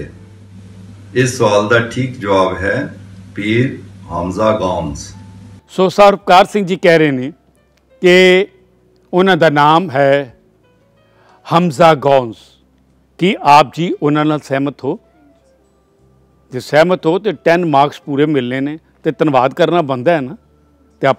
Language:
Punjabi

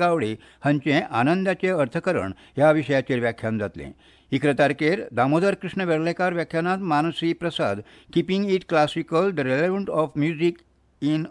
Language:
Konkani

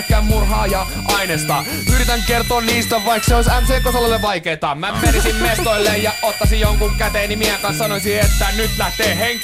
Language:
Finnish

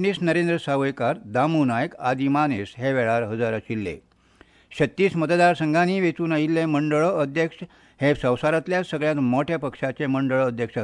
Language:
Konkani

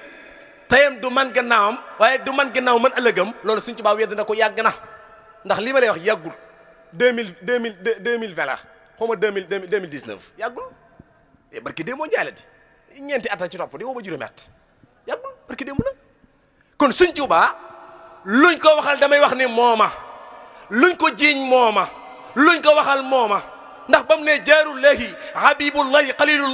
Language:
Wolof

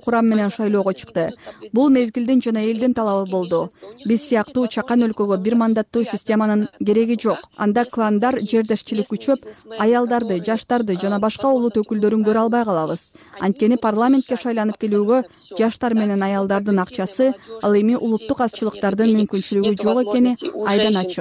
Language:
Kyrgyz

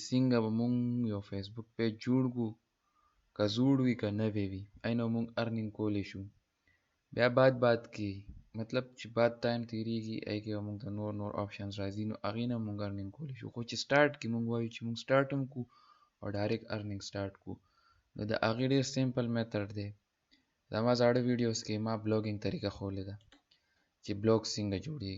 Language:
Pashto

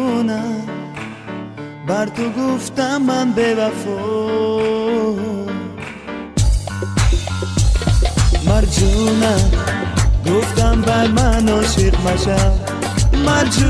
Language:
Persian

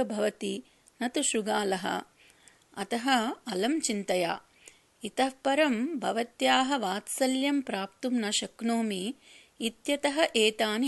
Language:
Sanskrit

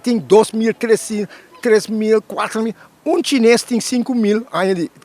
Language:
Papiamento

